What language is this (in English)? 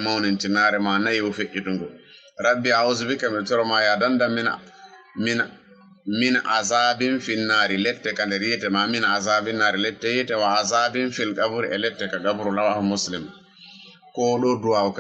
Fula